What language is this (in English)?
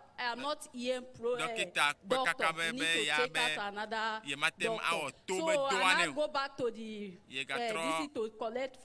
Ewe